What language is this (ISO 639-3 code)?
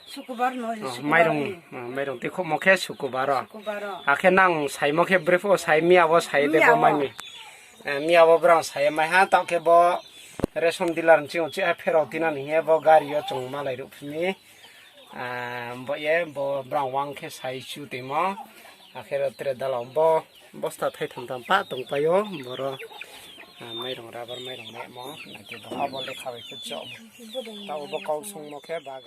ria